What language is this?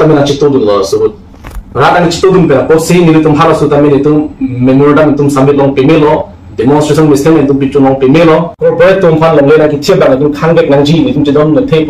Karbi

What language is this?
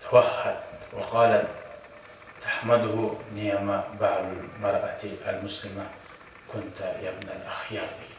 Kumyk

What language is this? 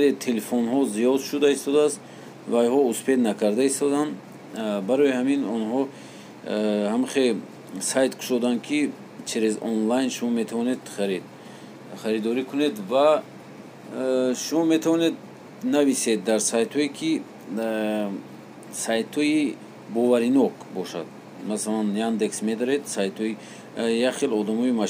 Tajik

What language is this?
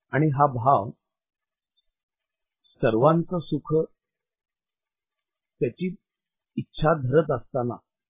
Marathi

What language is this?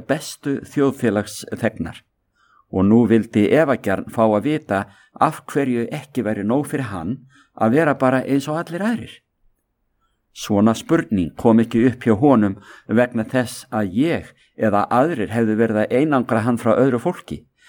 Icelandic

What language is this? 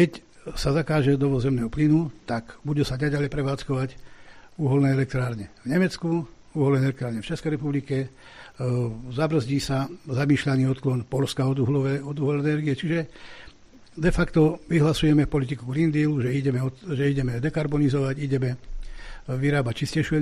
Slovak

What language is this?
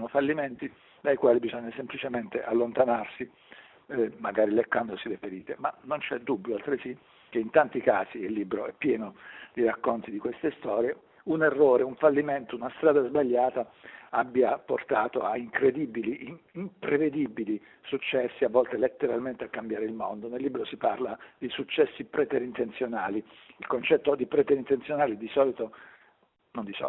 Italian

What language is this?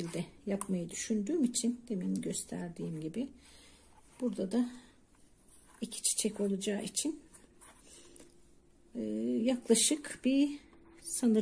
Turkish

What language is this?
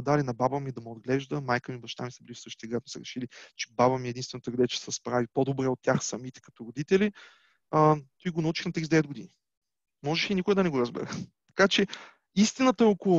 Bulgarian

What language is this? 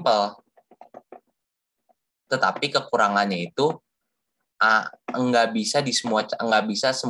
Indonesian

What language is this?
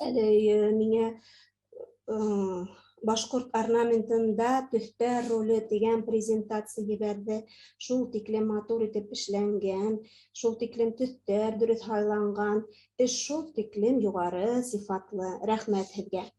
Bashkir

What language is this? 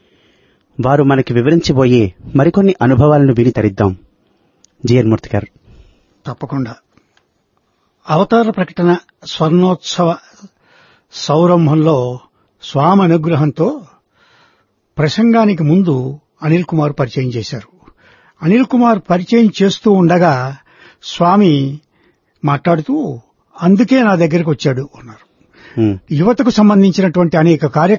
Telugu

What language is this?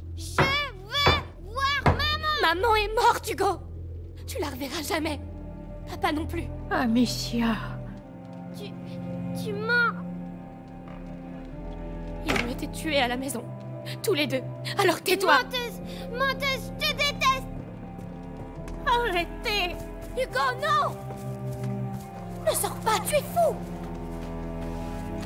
French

